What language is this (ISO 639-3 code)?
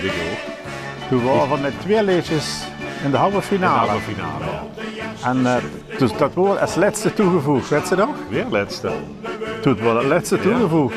lim